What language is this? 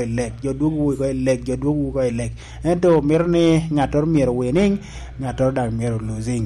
Lango (Uganda)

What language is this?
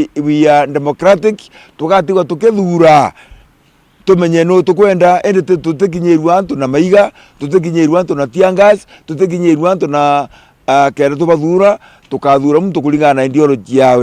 Meru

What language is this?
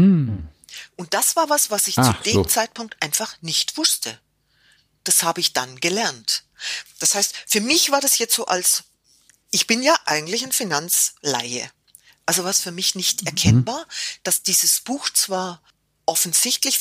German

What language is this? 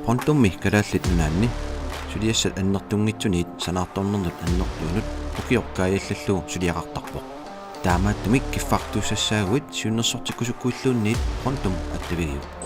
Kalaallisut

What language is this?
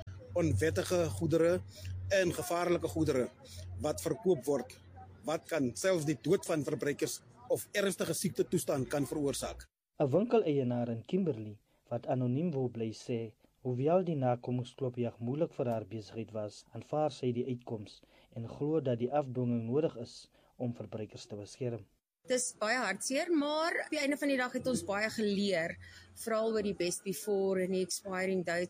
Afrikaans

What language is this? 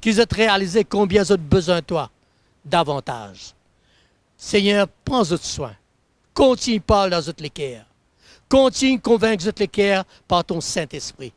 Morisyen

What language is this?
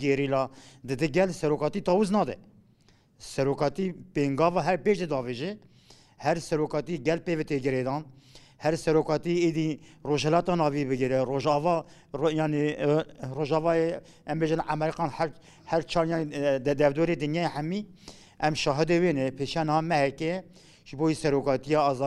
Kurdish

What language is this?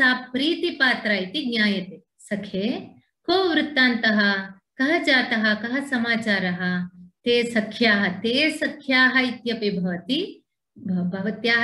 Sanskrit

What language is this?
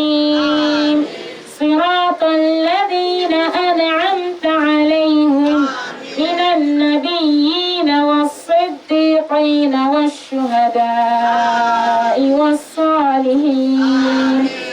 Dagbani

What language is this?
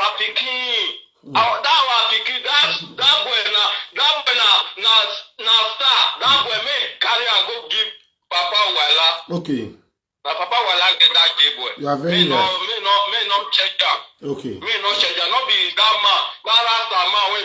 Nigerian Pidgin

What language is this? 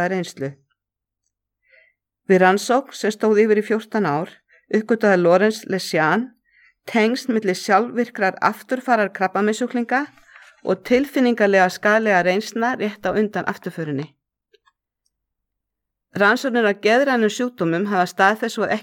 Icelandic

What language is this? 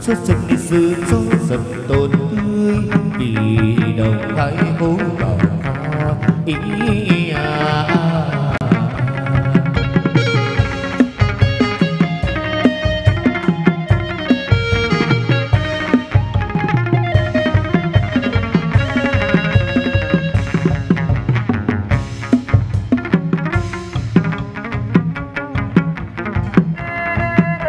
Vietnamese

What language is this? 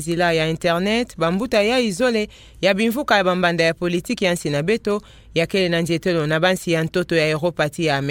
Kituba (Democratic Republic of Congo)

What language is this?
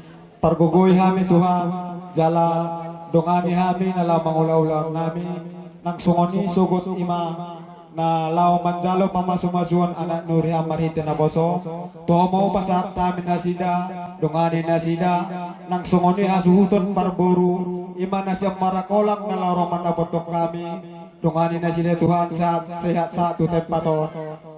Batak Toba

